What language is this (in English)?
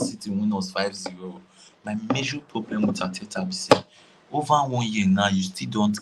Nigerian Pidgin